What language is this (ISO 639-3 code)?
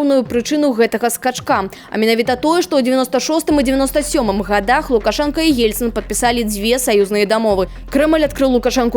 bel